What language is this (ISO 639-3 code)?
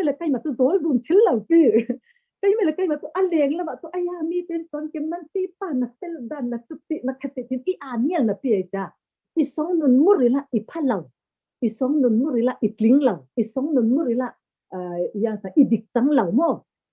cfm